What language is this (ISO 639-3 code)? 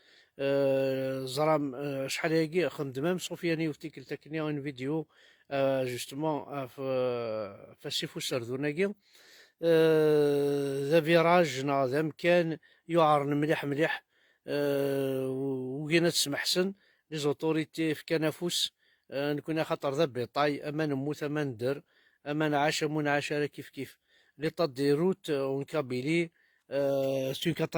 kab